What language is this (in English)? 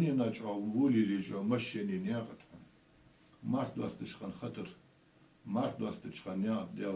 Ingush